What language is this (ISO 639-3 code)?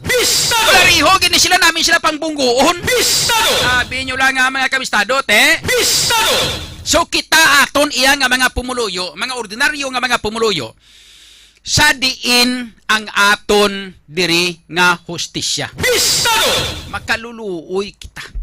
hil